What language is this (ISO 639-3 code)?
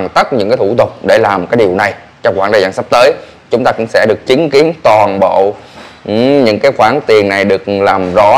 vie